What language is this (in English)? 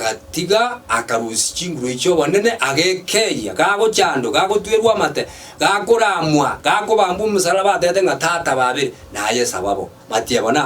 Gusii